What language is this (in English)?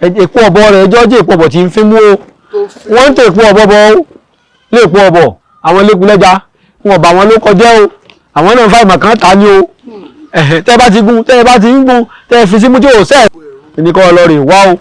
Yoruba